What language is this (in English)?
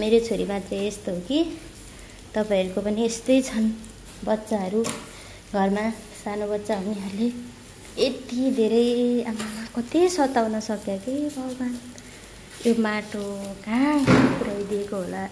Nepali